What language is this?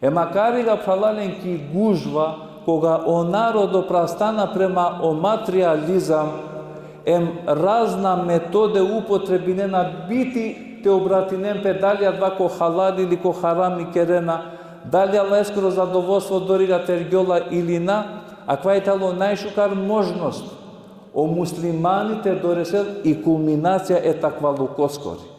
Balkan Romani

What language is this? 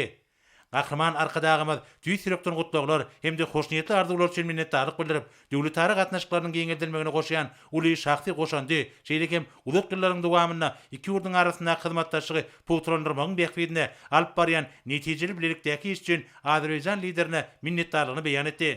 Turkmen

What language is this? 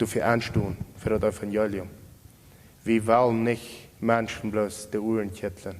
Plautdietsch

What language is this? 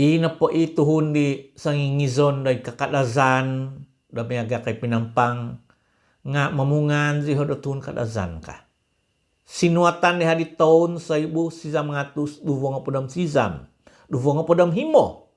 Central Dusun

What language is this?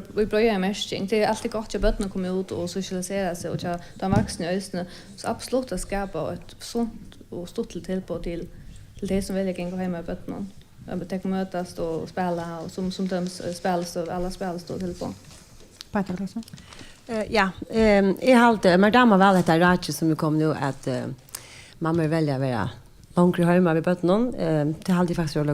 Faroese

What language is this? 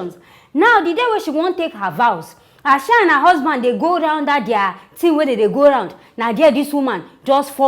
Nigerian Pidgin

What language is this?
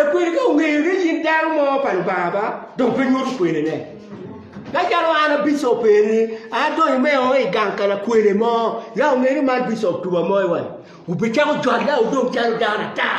Acoli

